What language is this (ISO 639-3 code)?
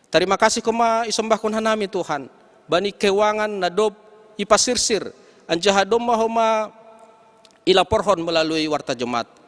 bts